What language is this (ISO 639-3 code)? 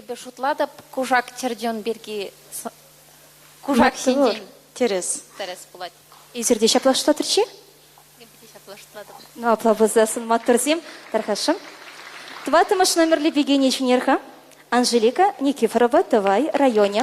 chv